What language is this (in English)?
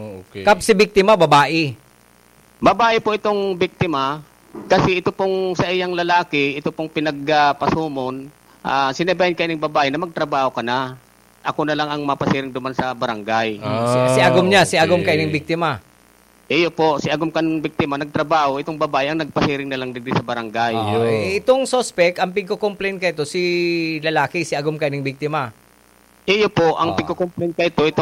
Bikol